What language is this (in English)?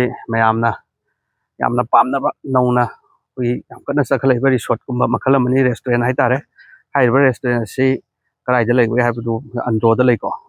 Manipuri